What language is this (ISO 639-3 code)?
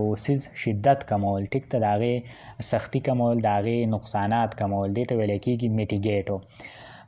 pus